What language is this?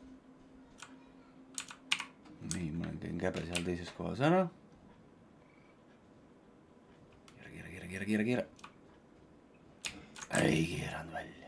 Estonian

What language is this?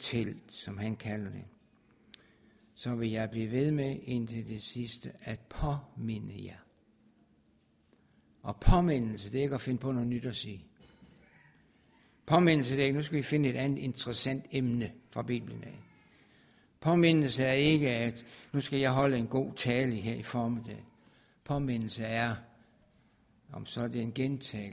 Danish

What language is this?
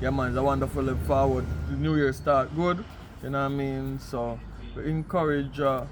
Jamaican Creole English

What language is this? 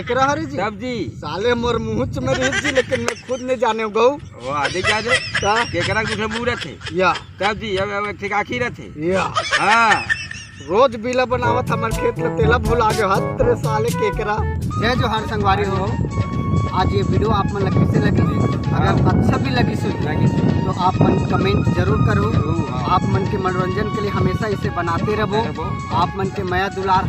Chhattisgarhi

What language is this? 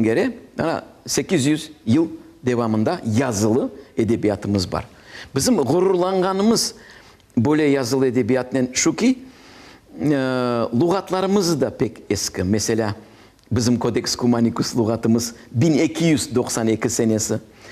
Crimean Tatar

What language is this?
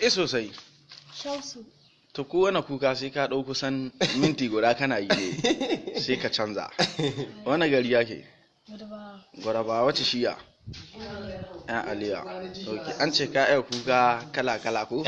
Hausa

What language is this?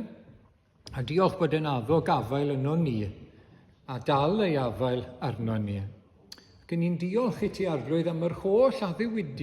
Welsh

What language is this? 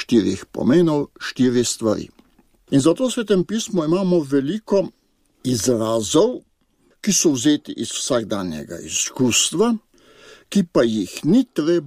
Slovenian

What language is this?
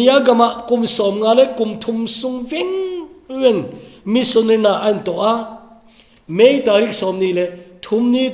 Thado Chin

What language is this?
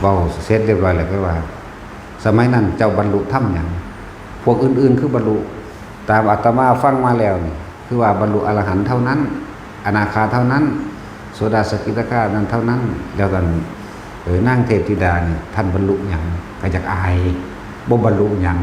Northeastern Thai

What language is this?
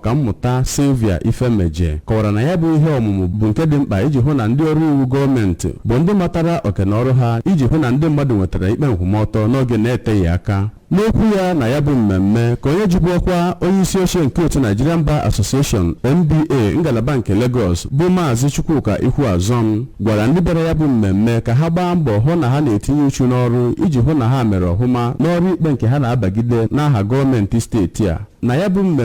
Igbo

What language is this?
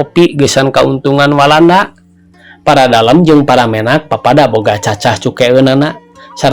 Sundanese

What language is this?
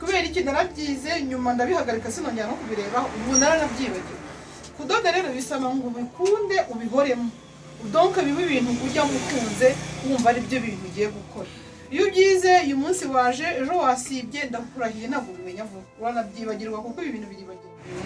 Kinyarwanda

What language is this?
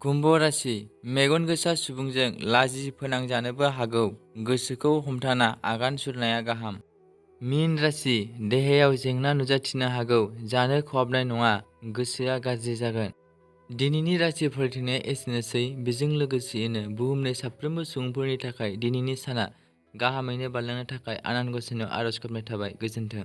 Bodo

